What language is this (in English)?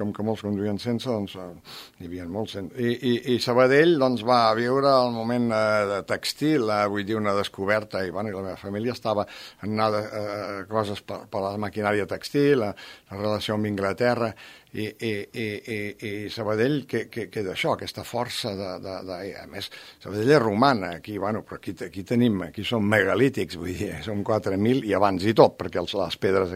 Catalan